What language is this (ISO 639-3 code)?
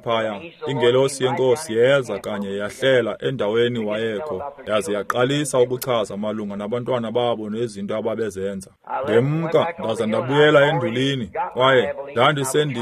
xho